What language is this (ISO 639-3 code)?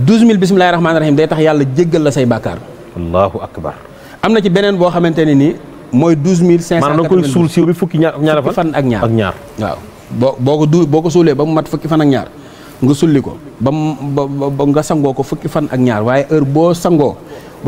wol